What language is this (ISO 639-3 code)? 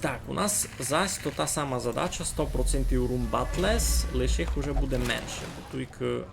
rue